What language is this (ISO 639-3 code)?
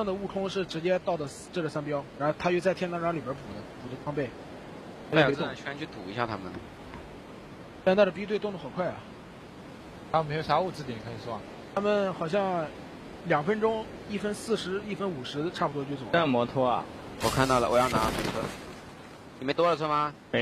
zho